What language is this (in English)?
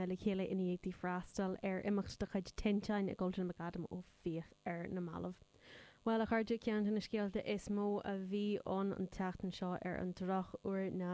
Irish